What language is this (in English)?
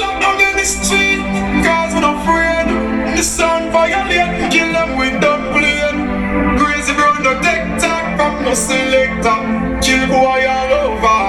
Jamaican Creole English